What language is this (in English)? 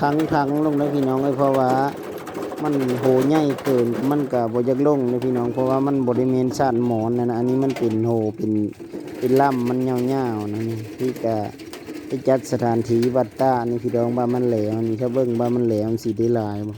Lao